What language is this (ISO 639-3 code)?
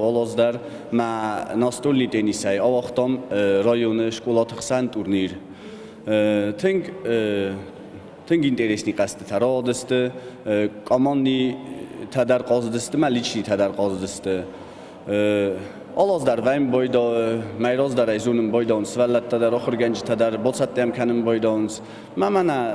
oss